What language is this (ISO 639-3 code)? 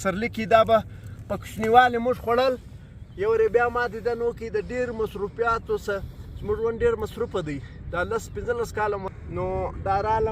pus